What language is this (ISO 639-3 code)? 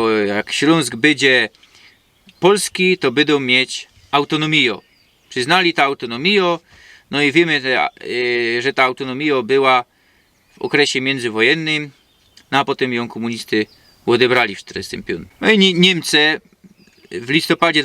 szl